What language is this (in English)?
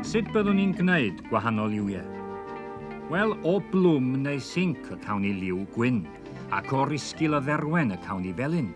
Welsh